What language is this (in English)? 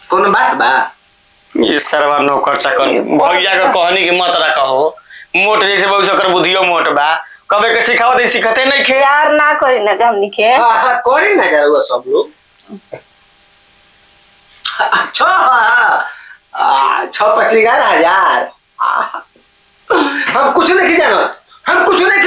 Bhojpuri